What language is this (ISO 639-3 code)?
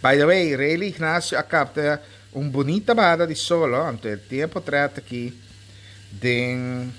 pap